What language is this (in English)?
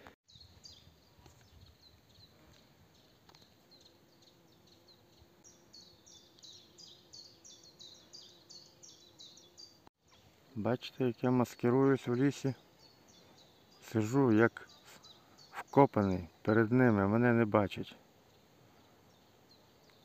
Ukrainian